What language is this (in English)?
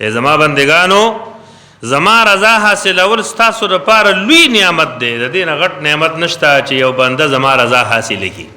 Pashto